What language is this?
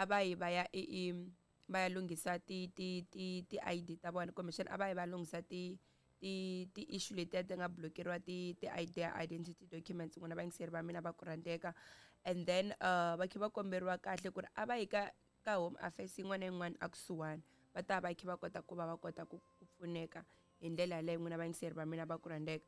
Tsonga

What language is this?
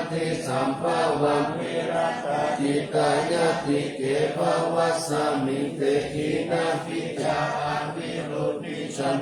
Pali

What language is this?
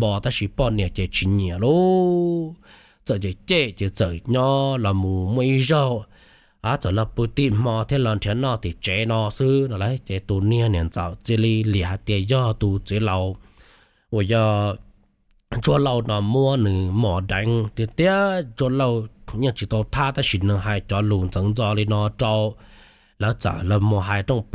Hmong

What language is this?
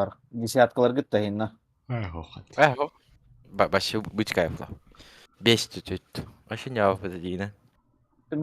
Yakut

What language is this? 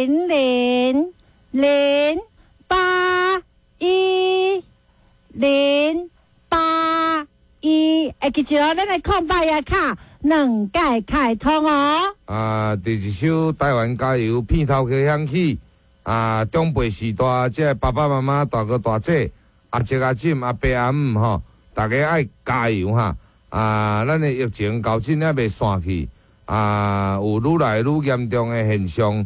Min Nan Chinese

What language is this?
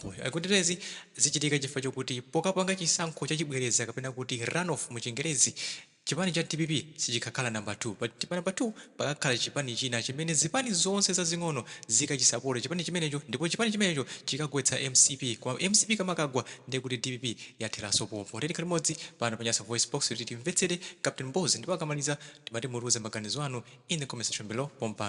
Nyanja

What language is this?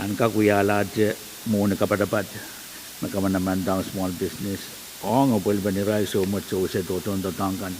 Pohnpeian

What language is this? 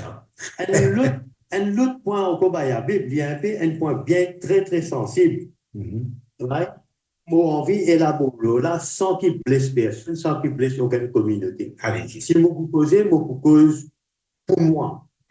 Morisyen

